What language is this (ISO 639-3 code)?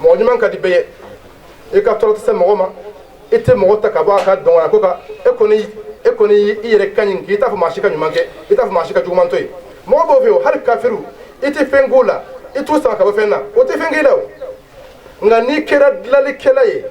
bam